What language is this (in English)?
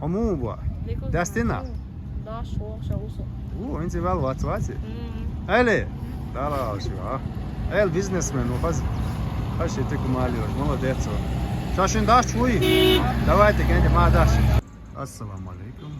Chechen